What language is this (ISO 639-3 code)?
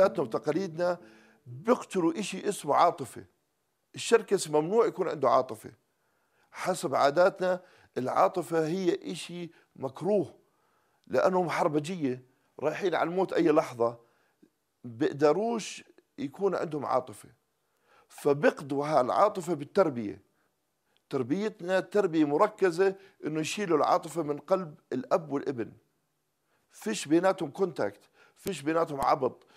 apc